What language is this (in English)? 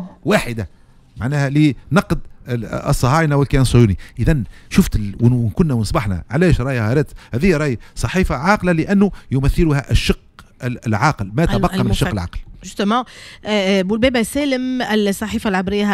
Tunisian Arabic